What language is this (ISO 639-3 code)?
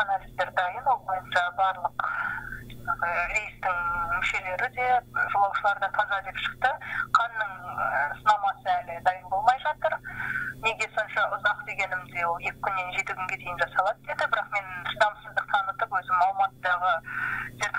kaz